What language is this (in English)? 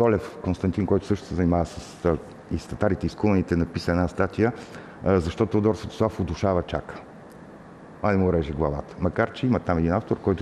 Bulgarian